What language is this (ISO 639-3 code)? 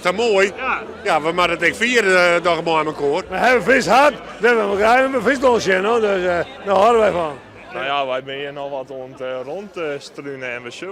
fry